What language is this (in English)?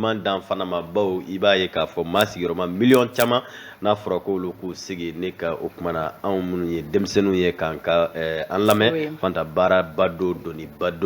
Bambara